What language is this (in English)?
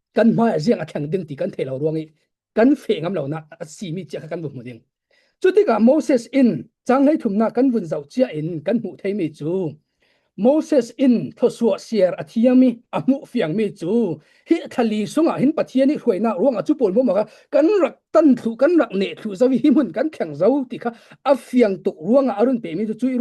Falam Chin